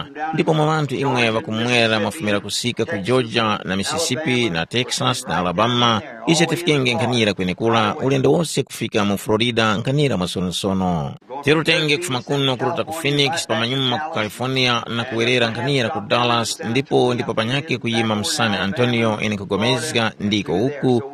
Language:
Tumbuka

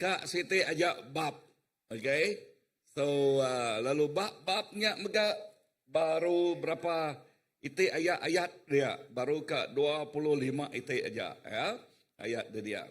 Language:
Iban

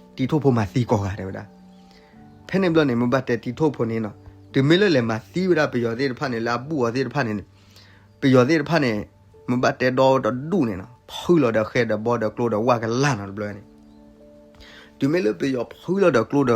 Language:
S'gaw Karen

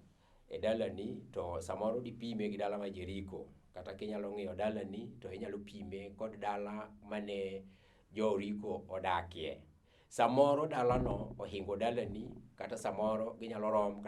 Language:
Luo (Kenya and Tanzania)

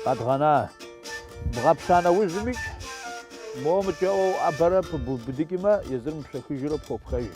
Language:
Kabardian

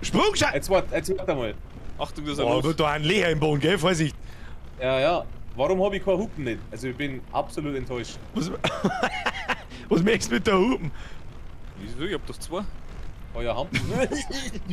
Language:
Bavarian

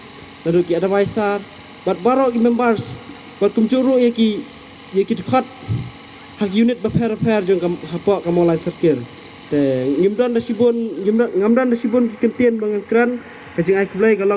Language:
Khasi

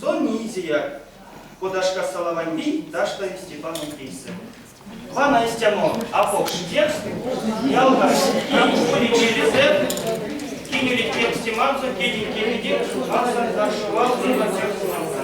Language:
Erzya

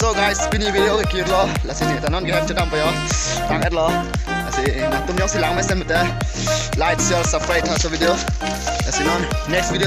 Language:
Karbi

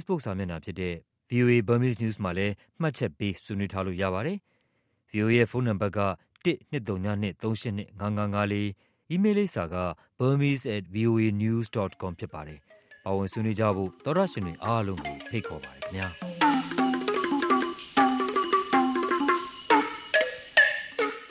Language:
Burmese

